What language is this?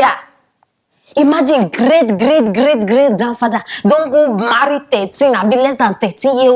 Nigerian Pidgin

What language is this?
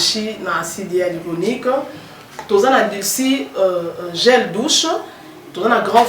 Lingala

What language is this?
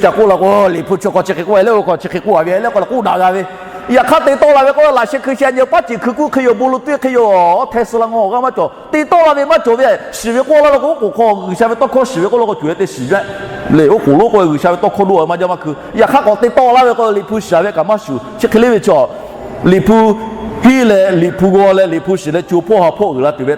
Lahu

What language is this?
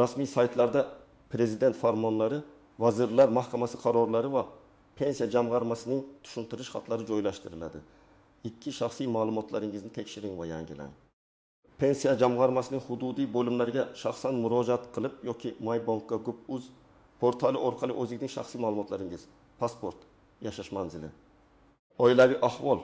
Uzbek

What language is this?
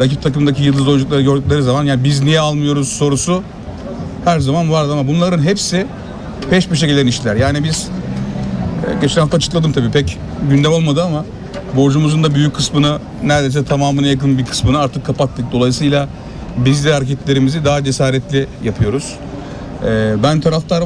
Turkish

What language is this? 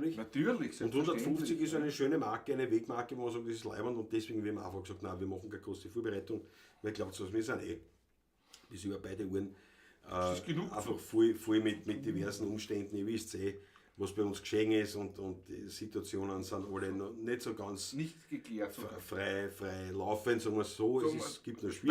Bavarian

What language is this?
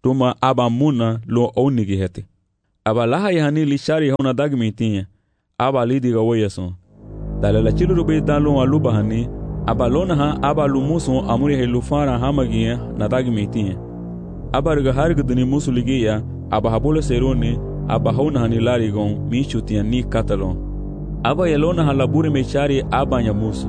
Garifuna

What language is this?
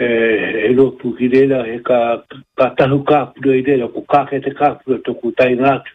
Māori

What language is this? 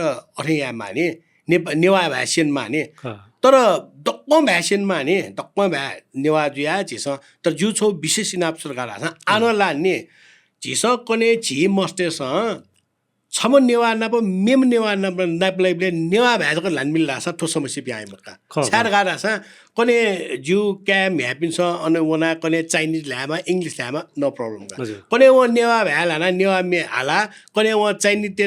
Newari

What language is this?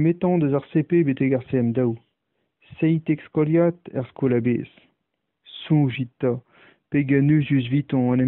Breton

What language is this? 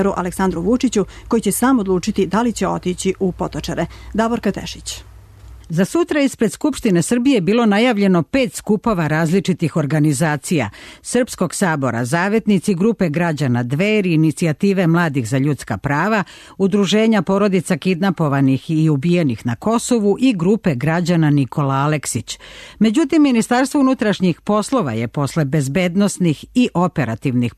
Serbian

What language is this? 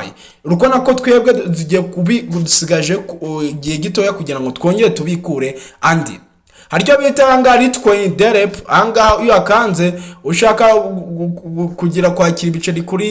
Kinyarwanda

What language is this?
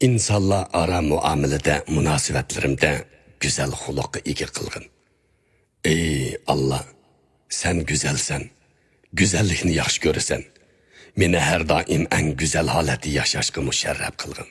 Uyghur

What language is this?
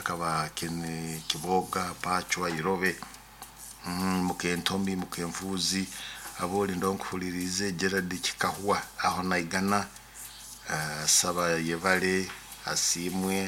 Nyoro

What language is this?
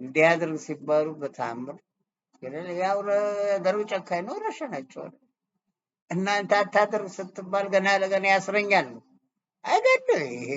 Amharic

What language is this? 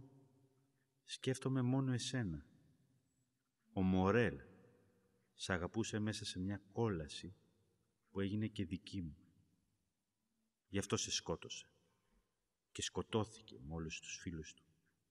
Greek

